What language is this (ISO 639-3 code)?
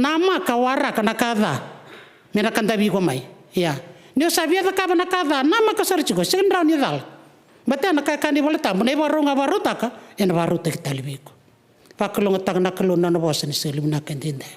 fij